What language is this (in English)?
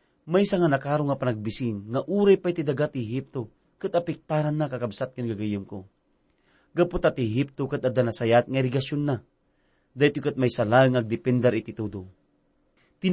Iloko